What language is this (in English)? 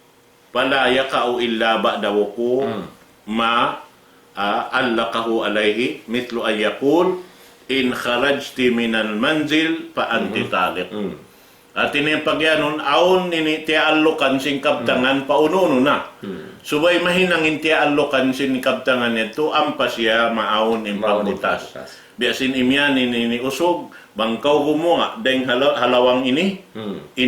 Tausug